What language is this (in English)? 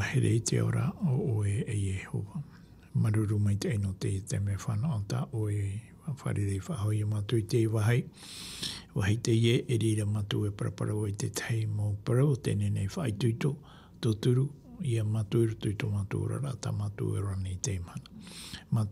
Tahitian